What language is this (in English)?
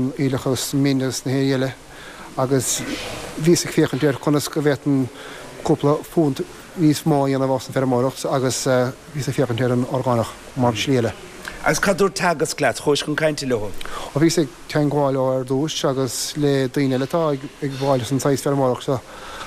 Irish